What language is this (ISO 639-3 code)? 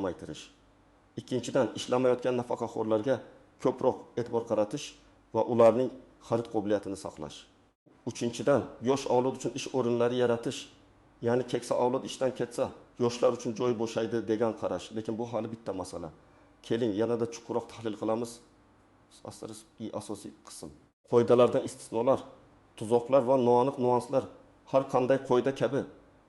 uzb